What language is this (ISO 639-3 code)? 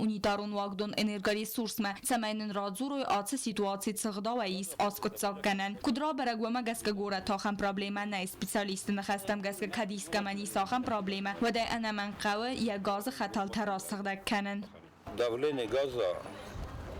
oss